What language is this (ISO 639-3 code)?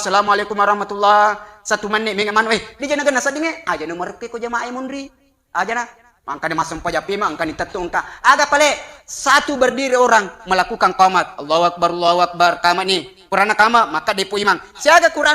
bug